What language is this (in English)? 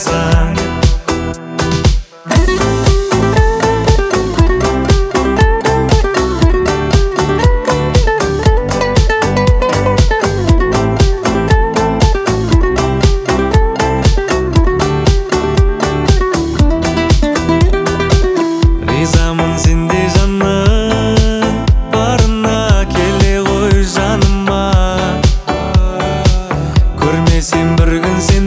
Kazakh